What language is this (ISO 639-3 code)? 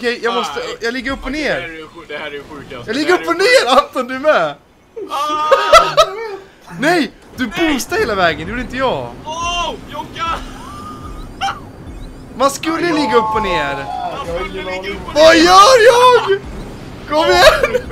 swe